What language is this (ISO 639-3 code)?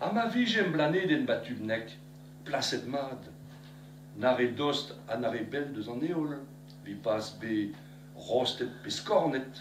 bre